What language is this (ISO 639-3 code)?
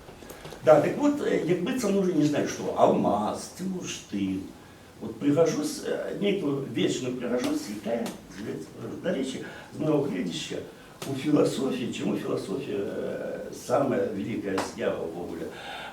bel